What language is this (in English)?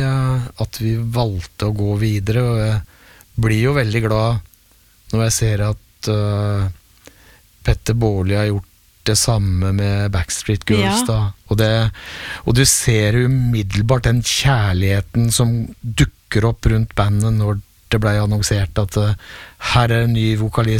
Norwegian